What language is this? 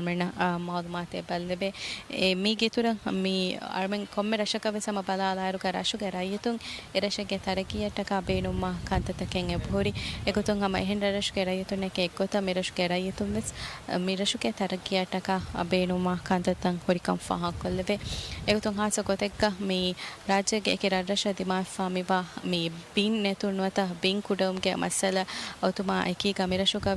Divehi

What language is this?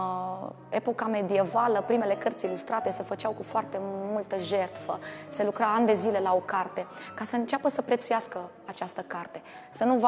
Romanian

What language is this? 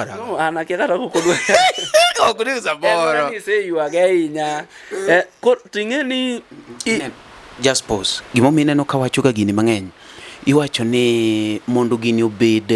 Luo (Kenya and Tanzania)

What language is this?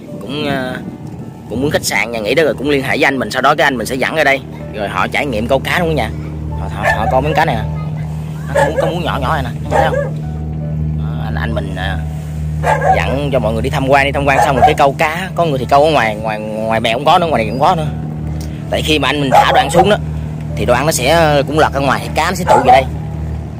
Vietnamese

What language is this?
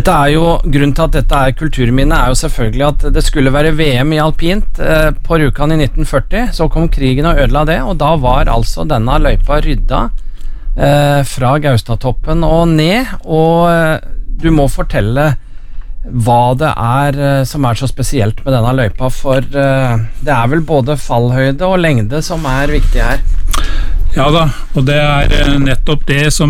Norwegian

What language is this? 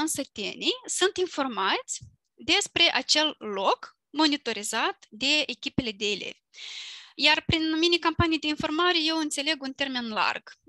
Romanian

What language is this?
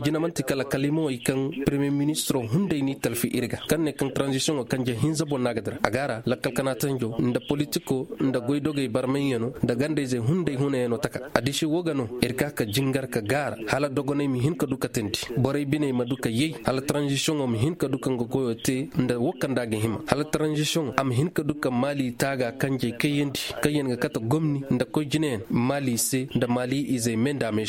Koyraboro Senni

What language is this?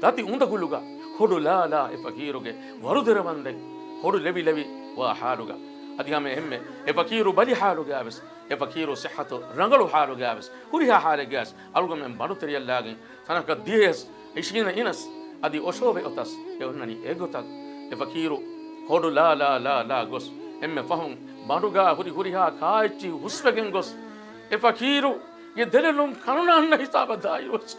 Divehi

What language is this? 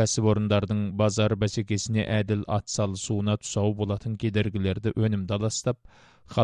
Kazakh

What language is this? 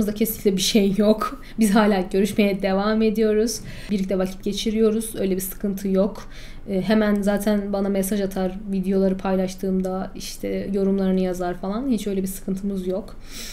Turkish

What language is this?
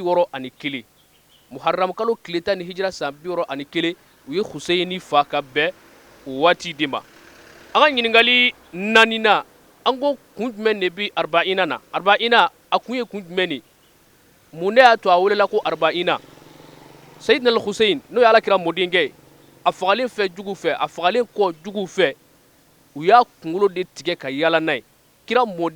Bambara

